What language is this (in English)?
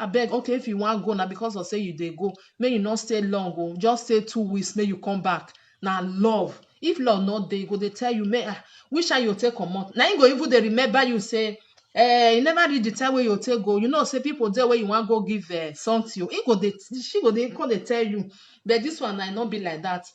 Nigerian Pidgin